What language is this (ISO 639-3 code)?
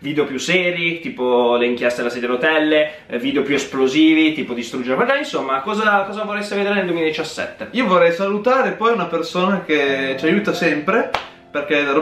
ita